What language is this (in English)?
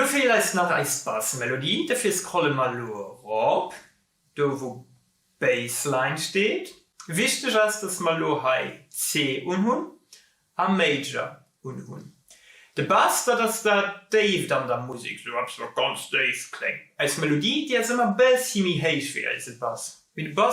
Luxembourgish